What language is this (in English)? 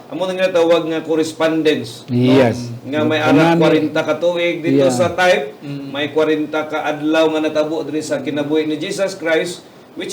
Hiligaynon